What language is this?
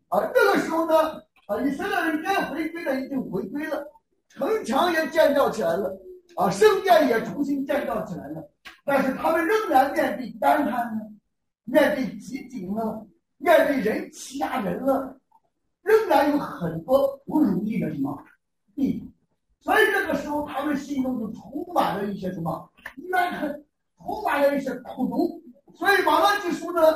Chinese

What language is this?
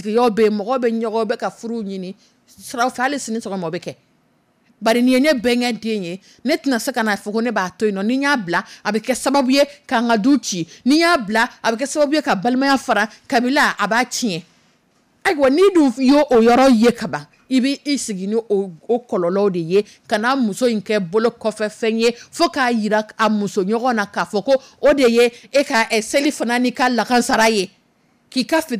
Dyula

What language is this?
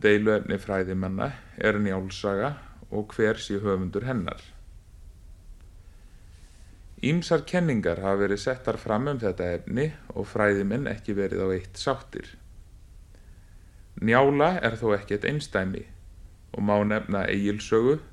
Icelandic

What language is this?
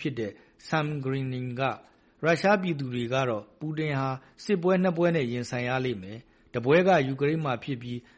Burmese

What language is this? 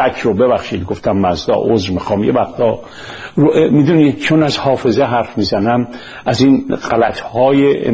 Persian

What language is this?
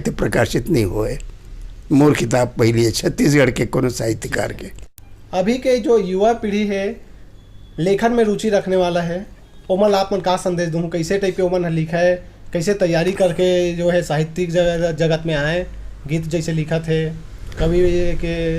Chhattisgarhi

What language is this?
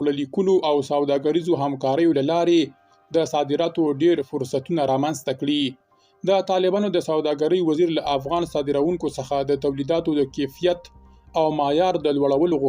Pashto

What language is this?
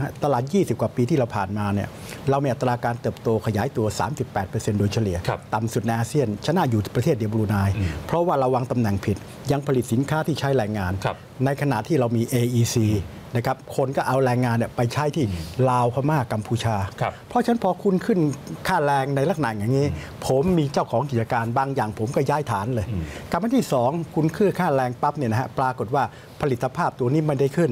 Thai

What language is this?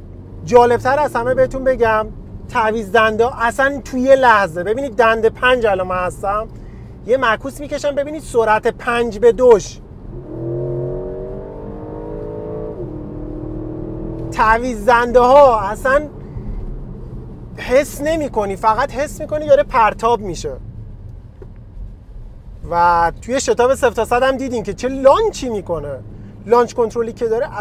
Persian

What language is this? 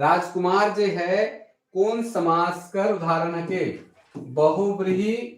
Sadri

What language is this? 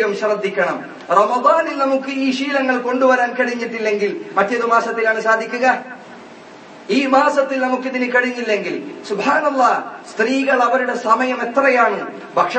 Malayalam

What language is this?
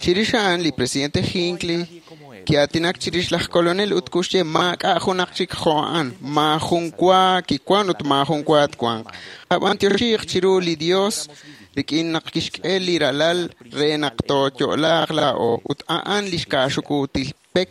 Kekchí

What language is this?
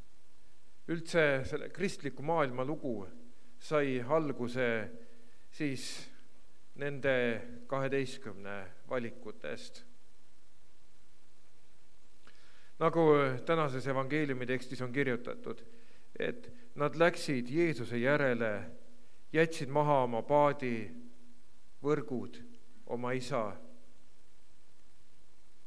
Estonian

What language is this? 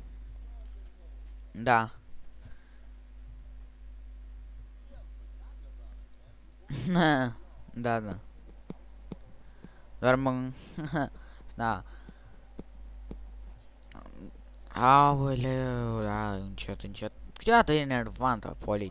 Romanian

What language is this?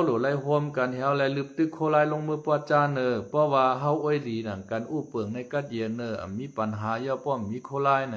Shan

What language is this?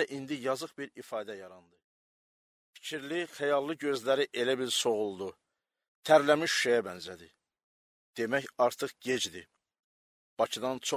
Azerbaijani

